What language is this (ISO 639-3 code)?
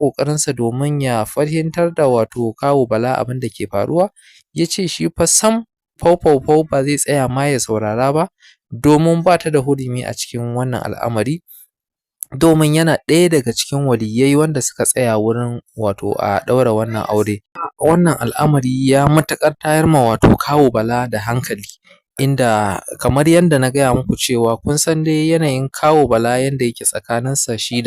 hau